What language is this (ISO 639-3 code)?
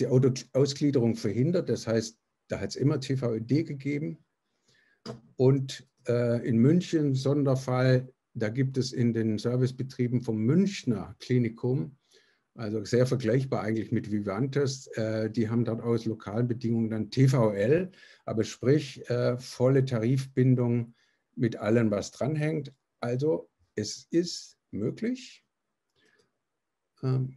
deu